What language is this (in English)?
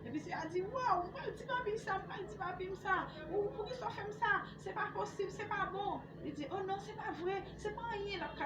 Haitian Creole